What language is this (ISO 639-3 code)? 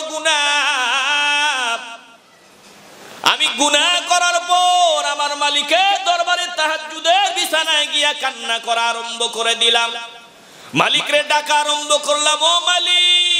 ben